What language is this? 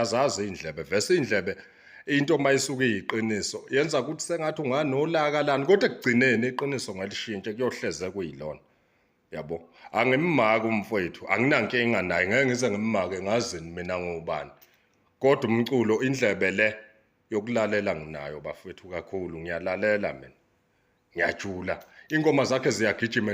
Zulu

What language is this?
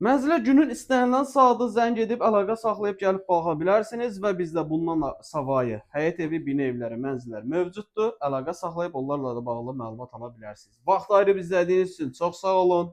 Azerbaijani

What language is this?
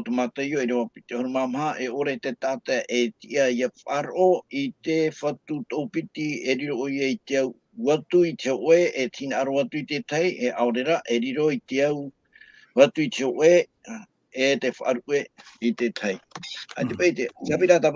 Tahitian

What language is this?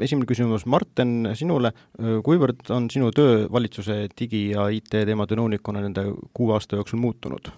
Estonian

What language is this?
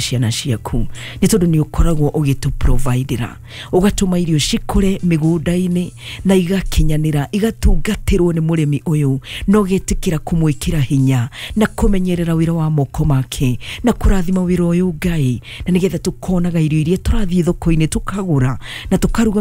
Kikuyu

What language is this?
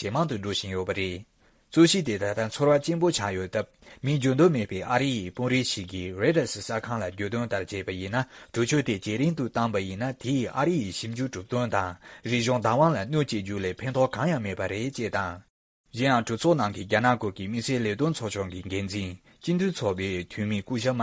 Tibetan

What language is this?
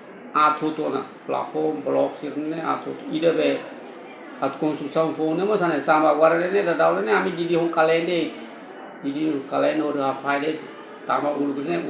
Tetum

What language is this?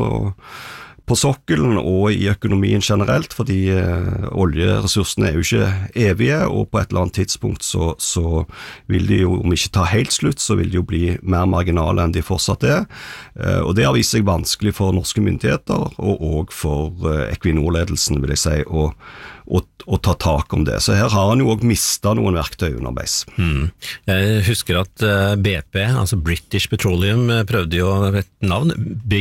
Norwegian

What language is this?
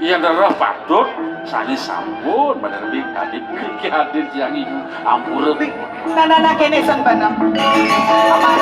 Balinese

